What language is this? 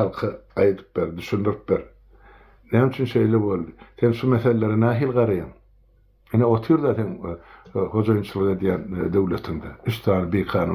Turkmen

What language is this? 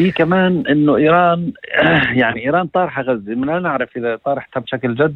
North Levantine Arabic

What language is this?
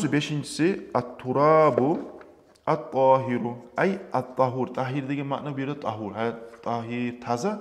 Kumyk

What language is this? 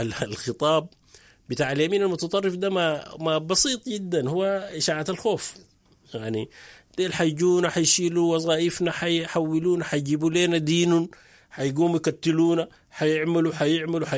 Sudanese Arabic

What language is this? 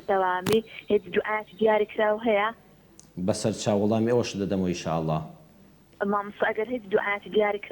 Central Kurdish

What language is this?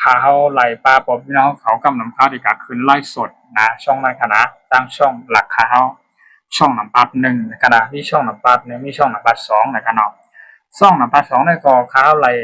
Shan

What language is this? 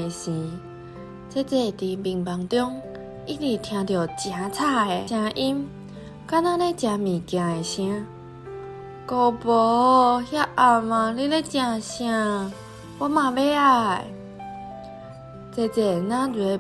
Min Nan Chinese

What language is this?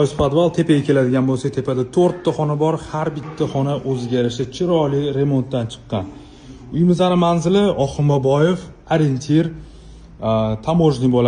Uzbek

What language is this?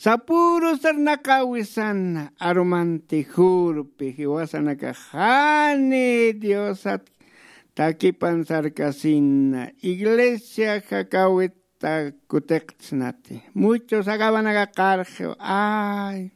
Aymara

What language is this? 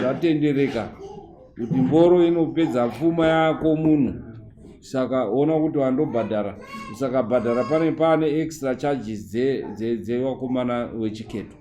Shona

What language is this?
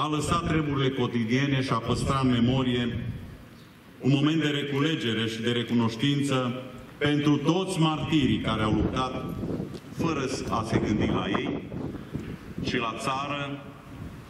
Romanian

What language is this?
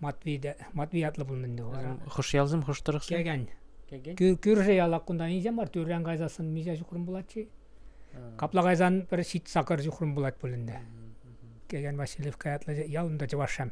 Chuvash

